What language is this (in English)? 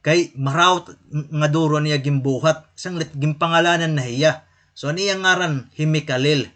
Waray